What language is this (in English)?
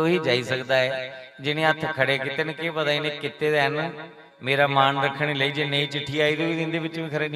Dogri